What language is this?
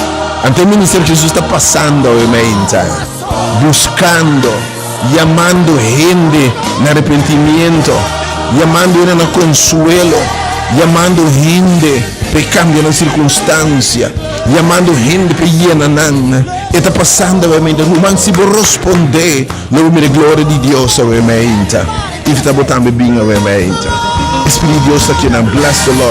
Papiamento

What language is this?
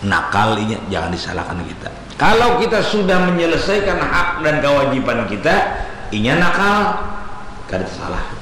Banjar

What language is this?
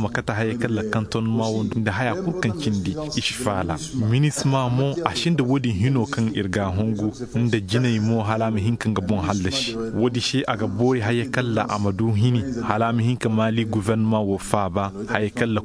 Koyraboro Senni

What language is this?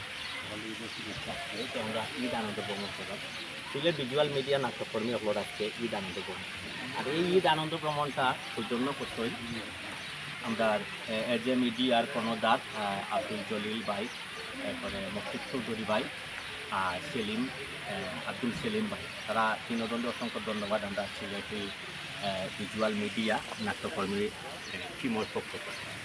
Sylheti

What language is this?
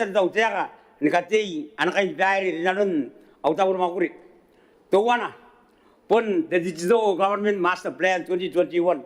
Gilbertese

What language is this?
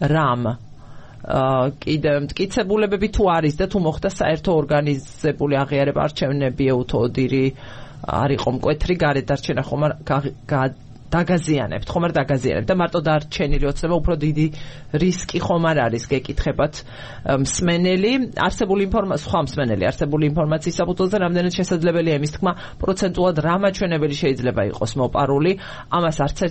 Georgian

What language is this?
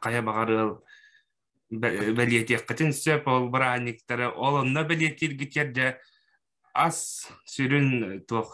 Yakut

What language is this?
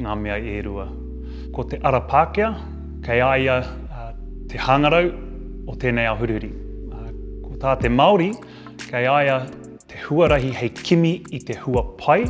Māori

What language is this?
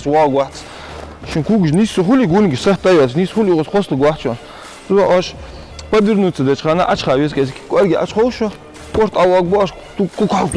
Ingush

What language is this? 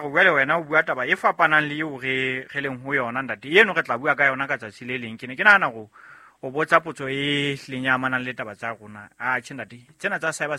Southern Sotho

